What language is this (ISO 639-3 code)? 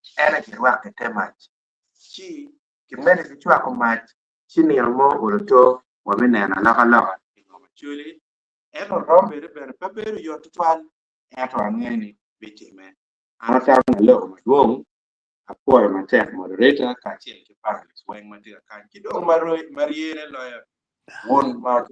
ach